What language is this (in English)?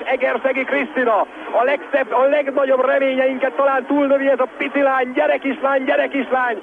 Hungarian